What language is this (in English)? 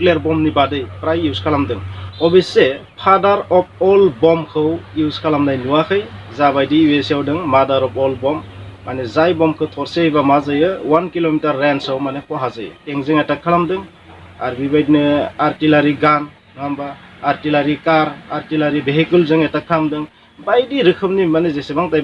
Bodo